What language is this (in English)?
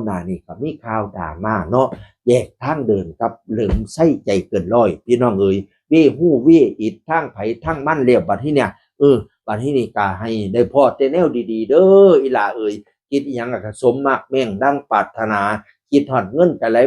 Northeastern Thai